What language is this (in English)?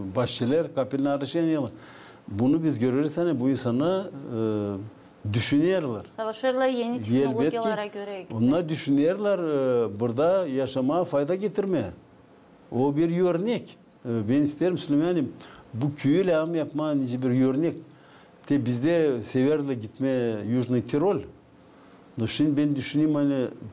Gagauz